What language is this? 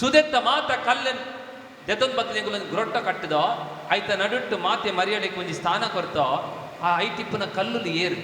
Tulu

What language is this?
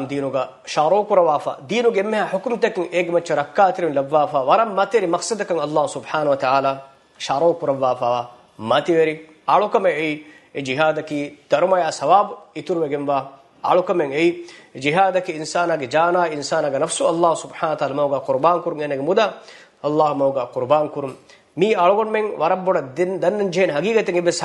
Divehi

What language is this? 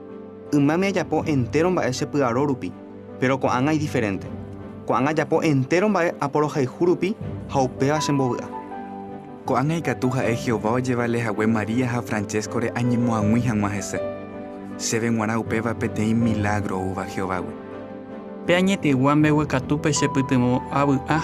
Guarani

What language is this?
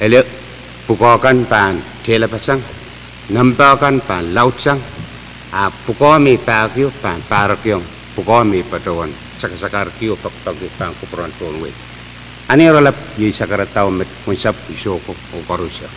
Pohnpeian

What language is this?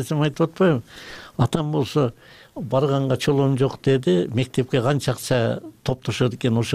Kyrgyz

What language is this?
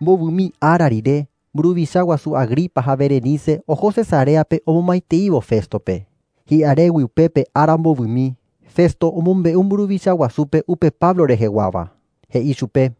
Guarani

